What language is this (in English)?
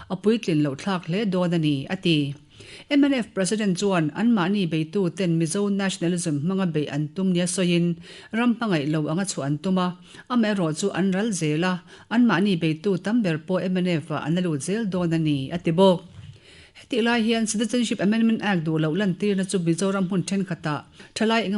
Mizo